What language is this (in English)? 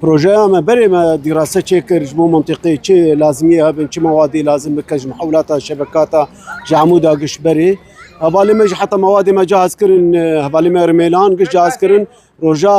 Kurdish